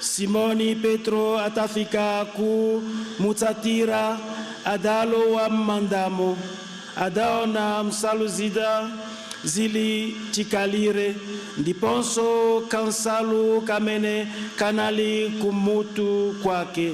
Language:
Nyanja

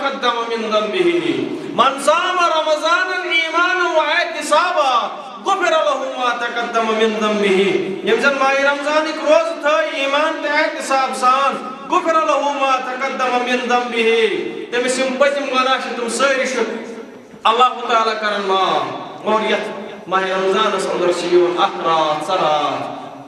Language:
Kashmiri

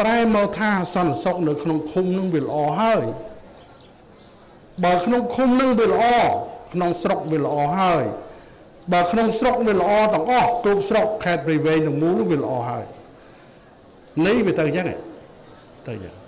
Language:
Khmer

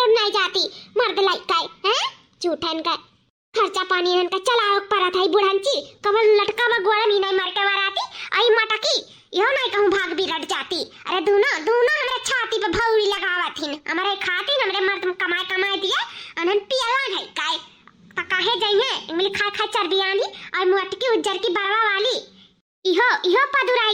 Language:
Awadhi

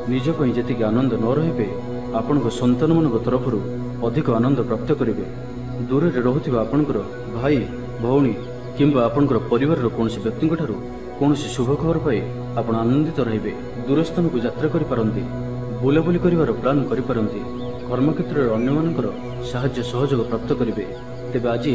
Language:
Odia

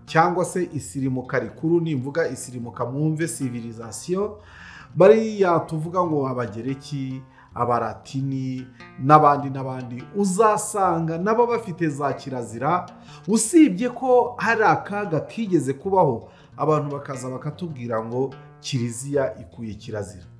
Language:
Kinyarwanda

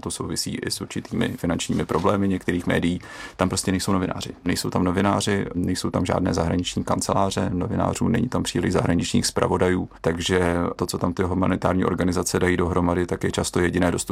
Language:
Czech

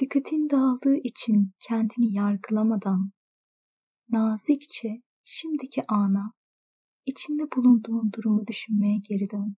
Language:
Turkish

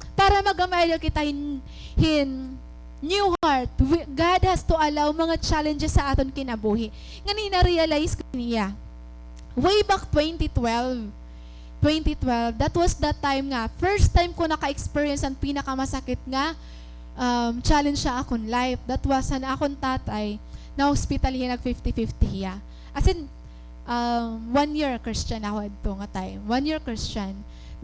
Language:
Waray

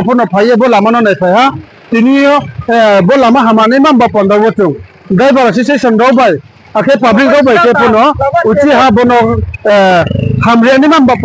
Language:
Riang (India)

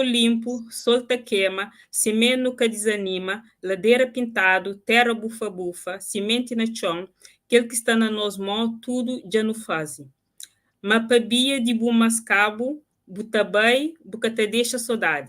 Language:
Kabuverdianu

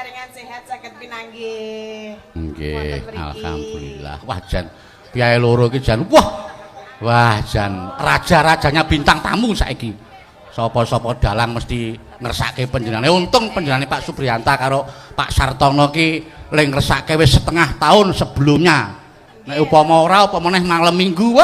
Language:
Javanese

